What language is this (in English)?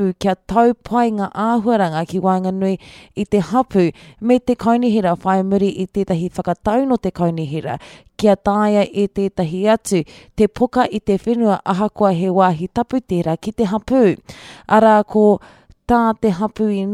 Māori